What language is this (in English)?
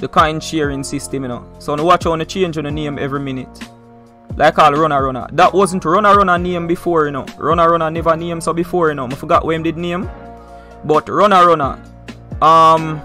Jamaican Creole English